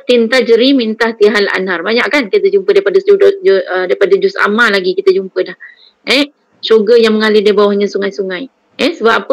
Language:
Malay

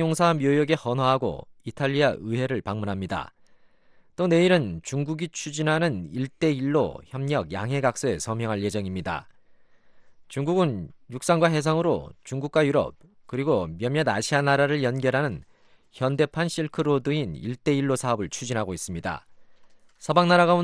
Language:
Korean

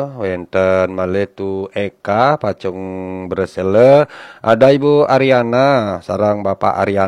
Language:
Balinese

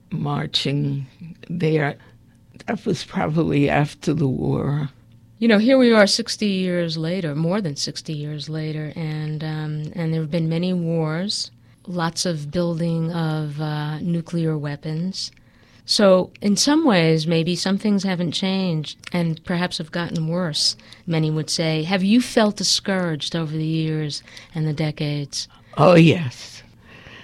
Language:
English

